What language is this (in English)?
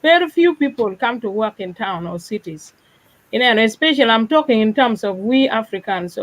Acoli